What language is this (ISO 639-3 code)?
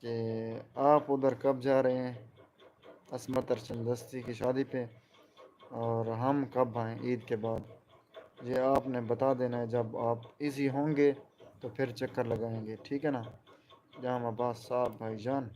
skr